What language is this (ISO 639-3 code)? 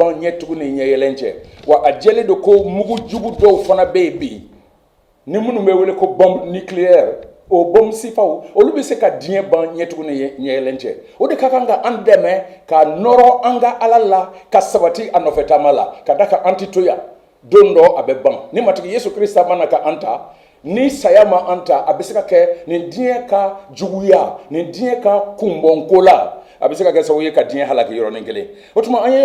bam